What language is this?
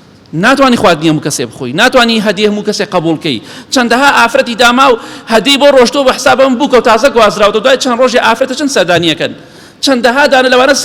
Central Kurdish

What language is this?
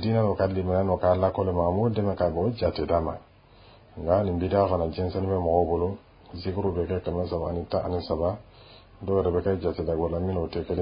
Dyula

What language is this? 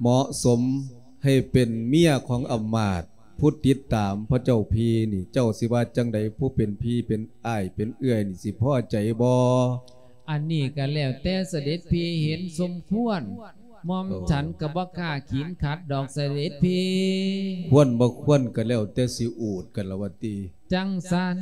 Lao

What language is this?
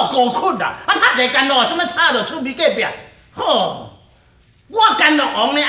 Min Nan Chinese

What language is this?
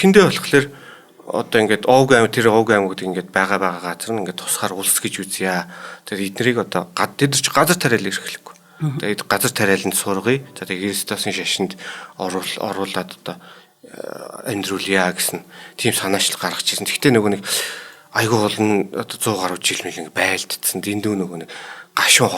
Mongolian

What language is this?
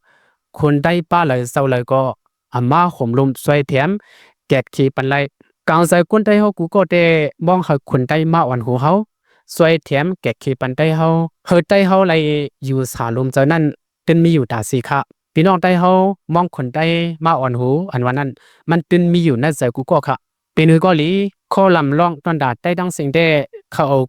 Lao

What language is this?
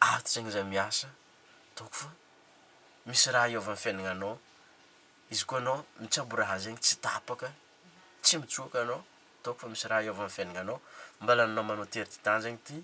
Malagasy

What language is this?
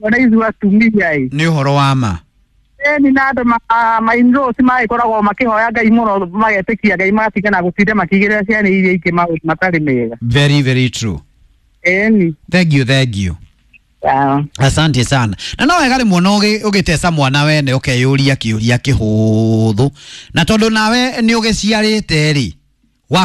Kikuyu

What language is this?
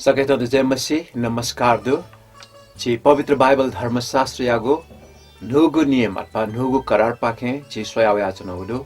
Newari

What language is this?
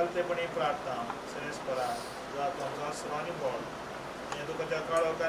Konkani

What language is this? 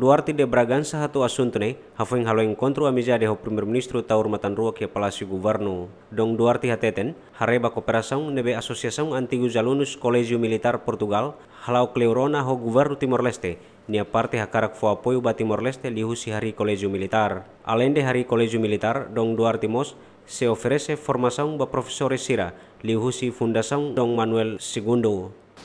Tetum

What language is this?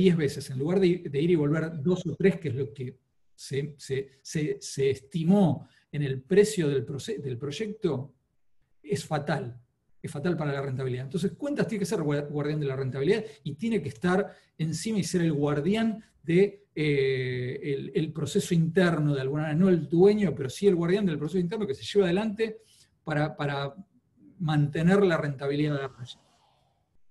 Spanish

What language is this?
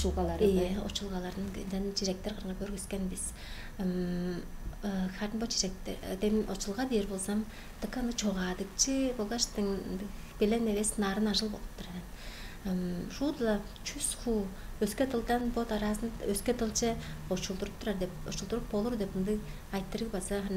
Tuvinian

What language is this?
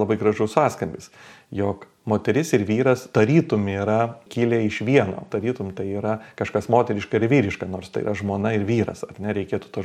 Lithuanian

